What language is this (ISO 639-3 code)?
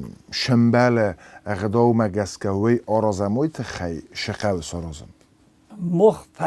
oss